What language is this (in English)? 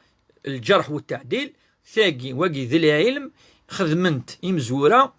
Kabyle